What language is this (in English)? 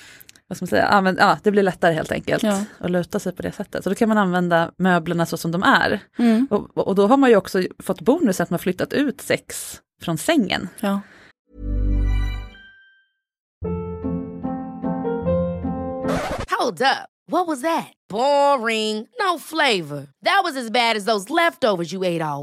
Swedish